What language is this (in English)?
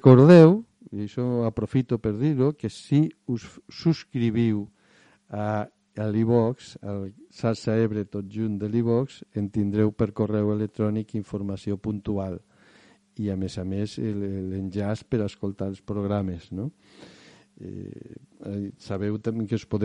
Catalan